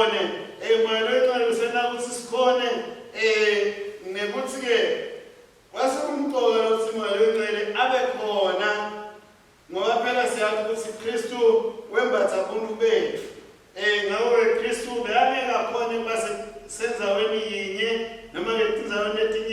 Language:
Swati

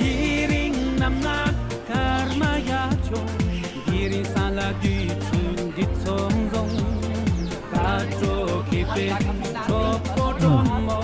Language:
Tibetan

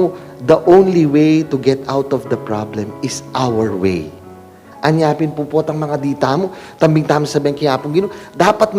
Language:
Pampanga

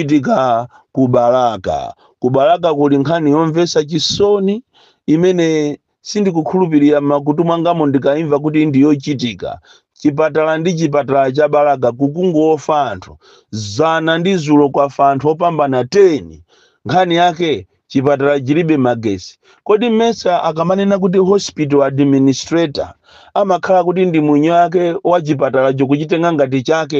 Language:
Nyanja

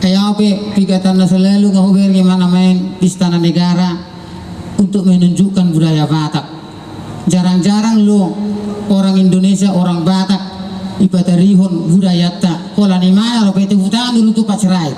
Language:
Batak Toba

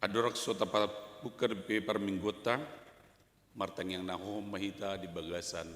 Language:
Batak Toba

